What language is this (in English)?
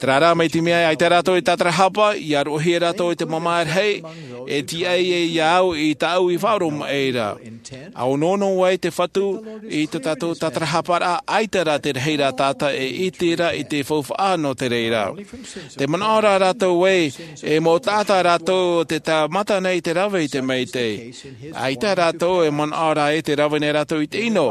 Tahitian